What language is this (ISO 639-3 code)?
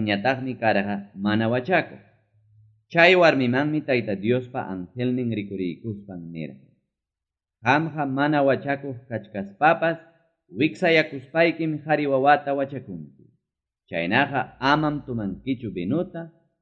quy